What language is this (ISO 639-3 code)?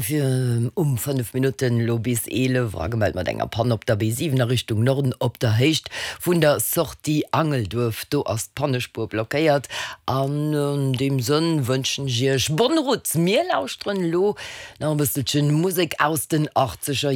ltz